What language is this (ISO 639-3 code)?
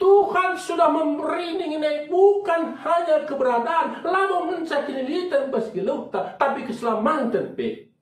btx